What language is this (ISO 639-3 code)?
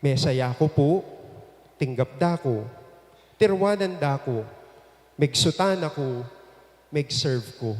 pam